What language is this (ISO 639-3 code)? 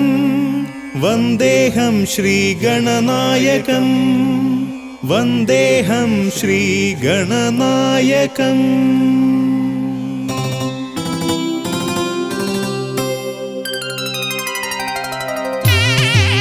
mal